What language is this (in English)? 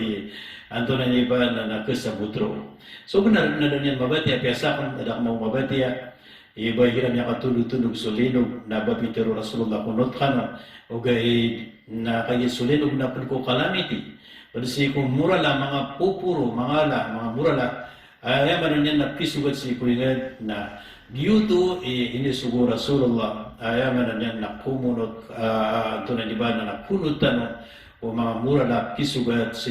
Maranao